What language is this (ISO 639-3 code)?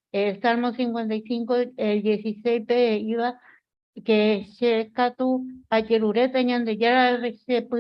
grn